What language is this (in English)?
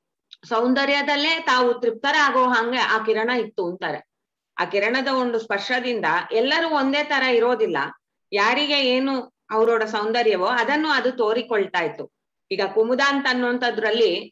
Kannada